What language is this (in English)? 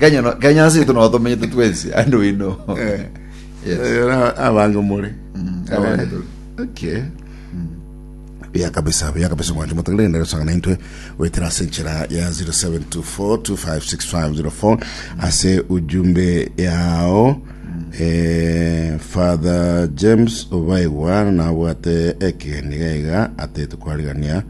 Gusii